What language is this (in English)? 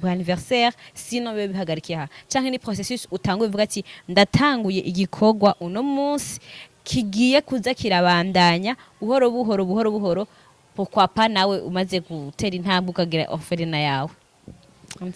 Rundi